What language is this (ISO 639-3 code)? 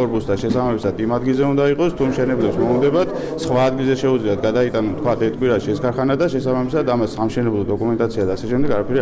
kat